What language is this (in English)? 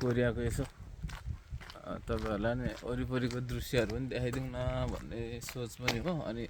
Nepali